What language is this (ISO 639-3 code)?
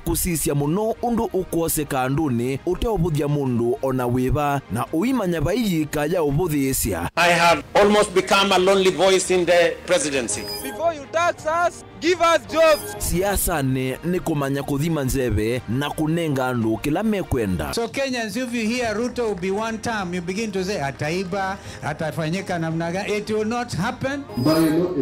kam